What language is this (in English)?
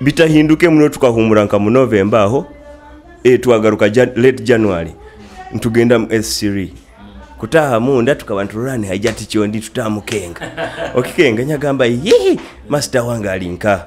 Nyoro